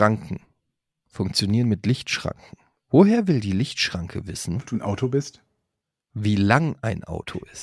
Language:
German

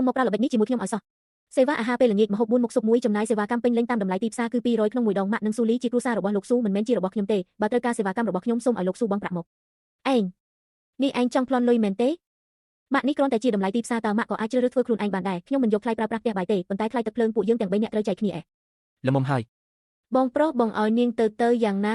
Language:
Khmer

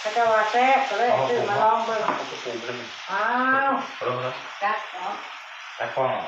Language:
Northeastern Thai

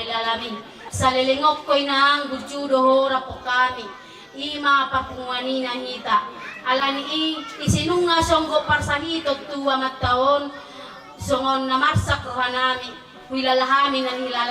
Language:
Batak Toba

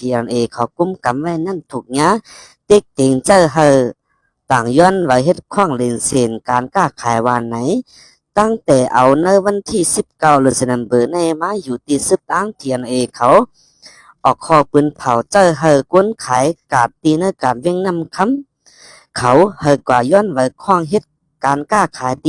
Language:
Shan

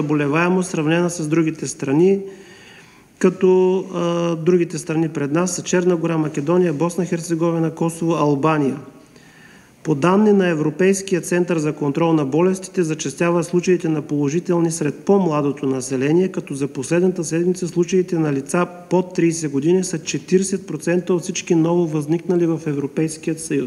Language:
Bulgarian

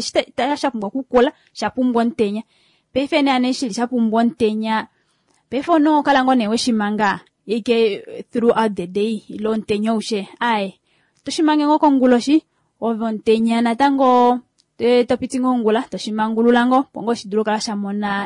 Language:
Kuanyama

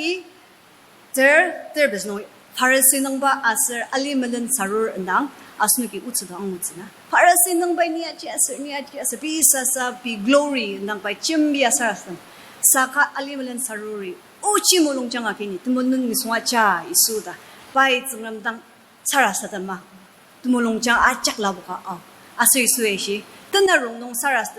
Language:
Ao Naga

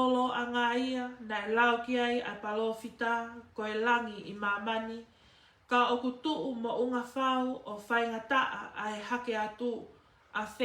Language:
Tongan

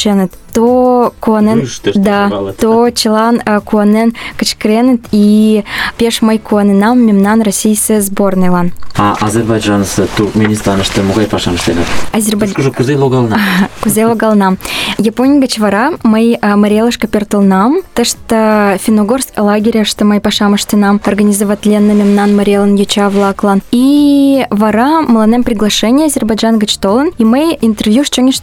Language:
Mari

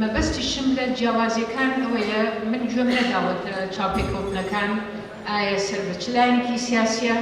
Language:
Central Kurdish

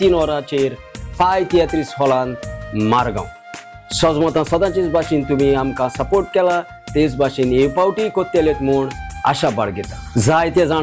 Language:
Konkani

